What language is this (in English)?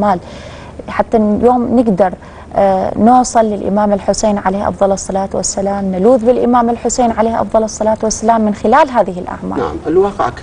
Mesopotamian Arabic